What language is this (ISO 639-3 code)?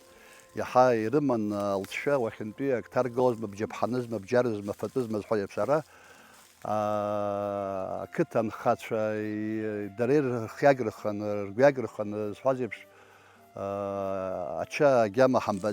abk